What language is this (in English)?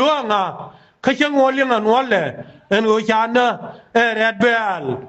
Nuer